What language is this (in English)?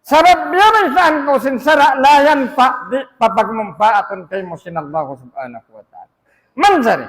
Tausug